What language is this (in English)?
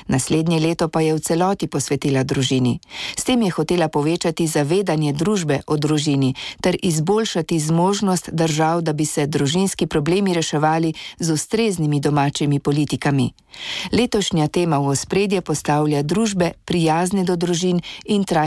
Slovenian